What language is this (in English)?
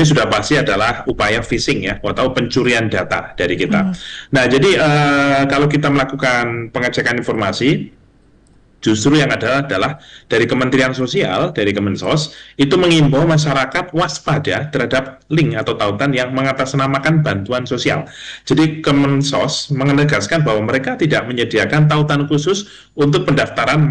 Indonesian